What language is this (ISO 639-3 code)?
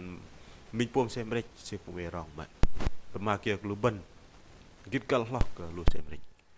bdq